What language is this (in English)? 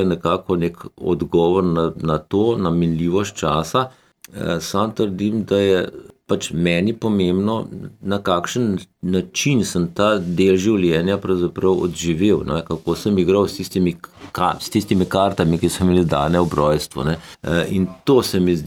Slovenian